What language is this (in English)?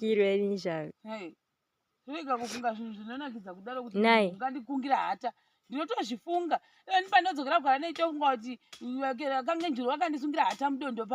Shona